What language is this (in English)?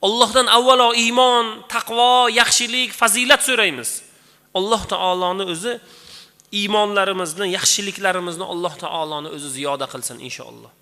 Uzbek